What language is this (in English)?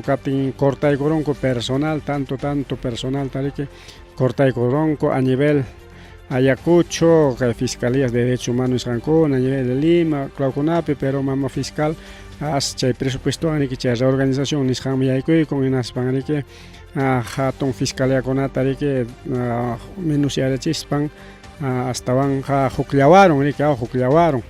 Ayacucho Quechua